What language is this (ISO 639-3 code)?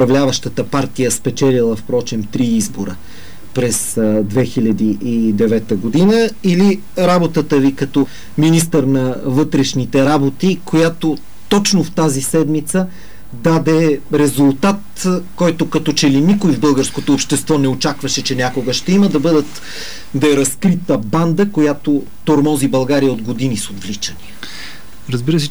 bul